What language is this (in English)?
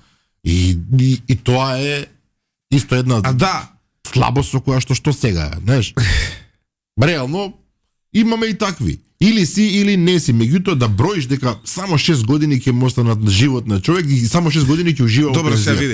Macedonian